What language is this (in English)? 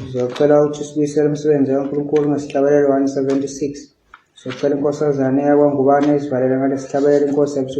Zulu